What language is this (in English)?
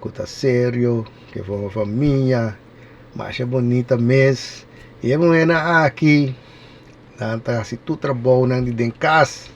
Papiamento